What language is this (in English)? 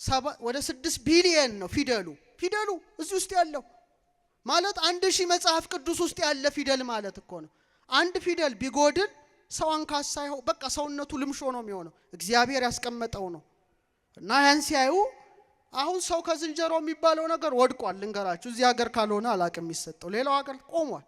Amharic